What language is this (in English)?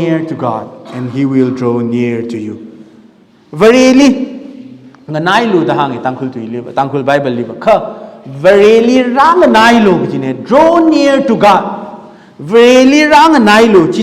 Tangkhul Naga (India)